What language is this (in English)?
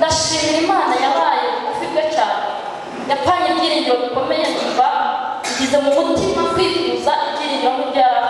Kinyarwanda